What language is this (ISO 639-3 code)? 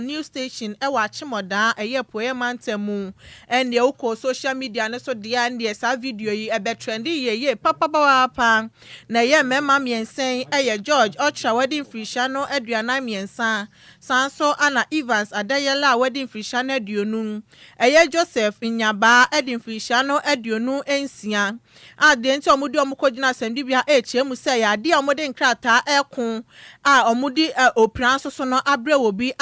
aka